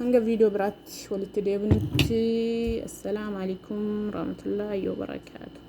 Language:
Oromo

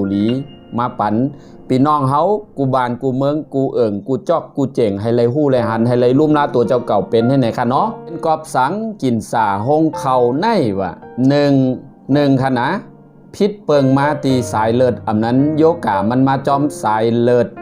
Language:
Shan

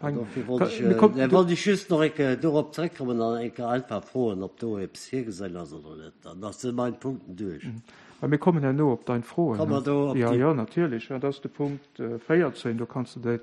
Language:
Luxembourgish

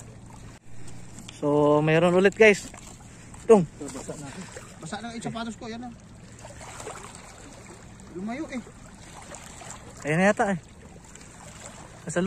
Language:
Filipino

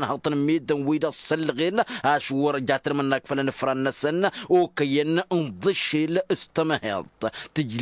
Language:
Tamasheq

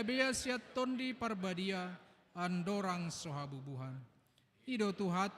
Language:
Batak Toba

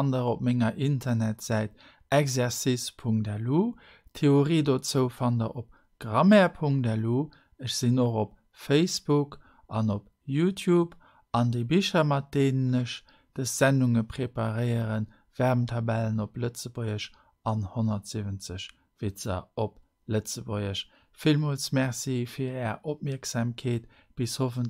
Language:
Luxembourgish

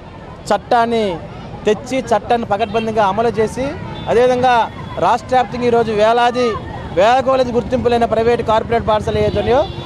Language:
Telugu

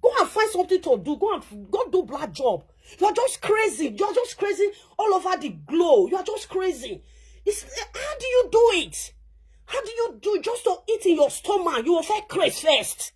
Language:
Nigerian Pidgin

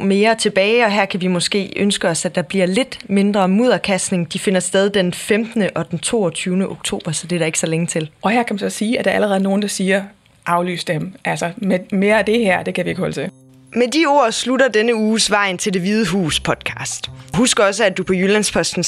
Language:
Danish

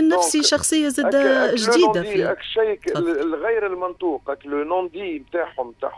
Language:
Tunisian Arabic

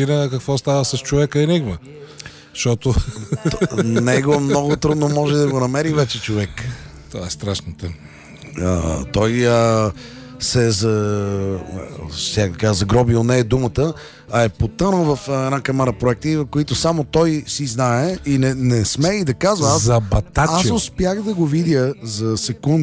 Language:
Bulgarian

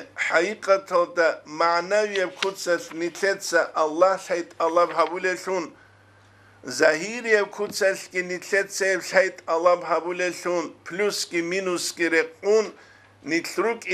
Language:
Avaric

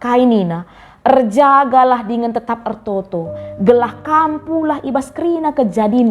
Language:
Batak Karo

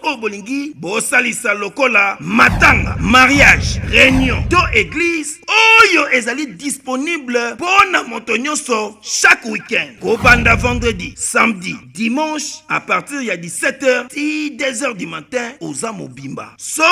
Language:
Lingala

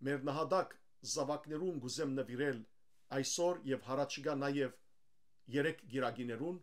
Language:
Western Armenian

